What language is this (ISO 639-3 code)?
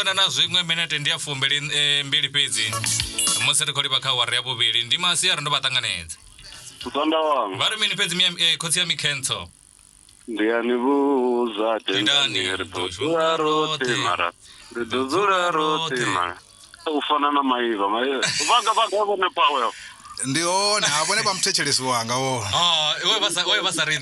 ven